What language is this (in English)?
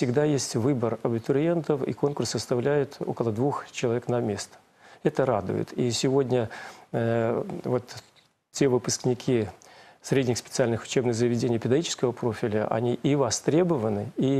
Russian